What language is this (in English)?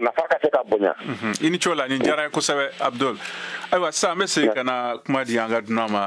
Bambara